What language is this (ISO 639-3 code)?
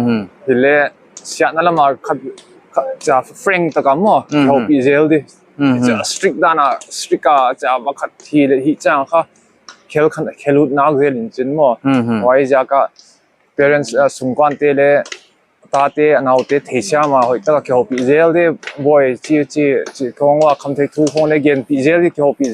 pck